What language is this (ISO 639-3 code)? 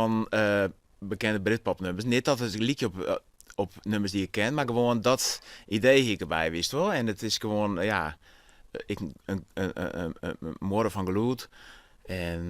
fry